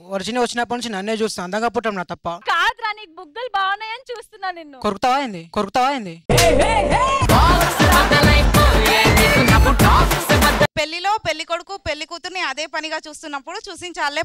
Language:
Telugu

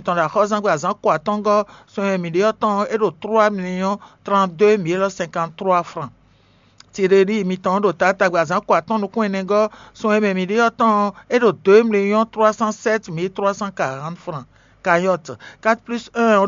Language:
Fon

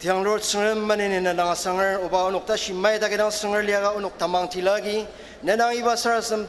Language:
Ao Naga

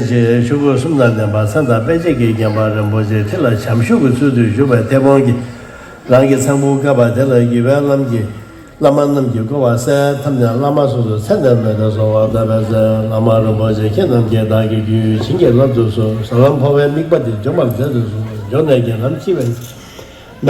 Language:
Tibetan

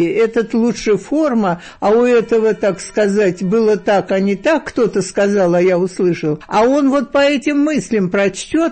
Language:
Russian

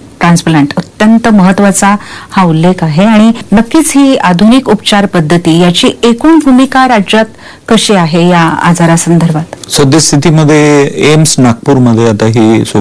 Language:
Marathi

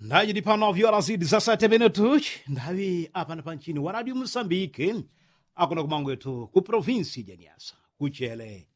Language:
Yao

